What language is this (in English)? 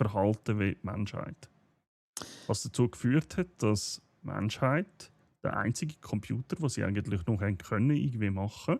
Swiss German